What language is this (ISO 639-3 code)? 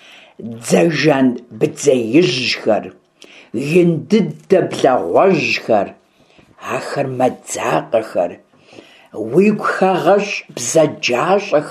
kbd